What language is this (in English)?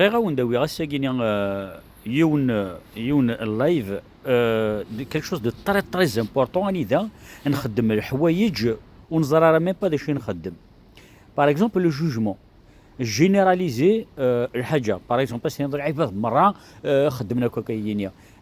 Kabyle